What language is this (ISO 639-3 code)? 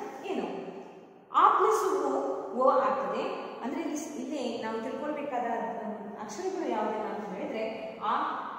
kan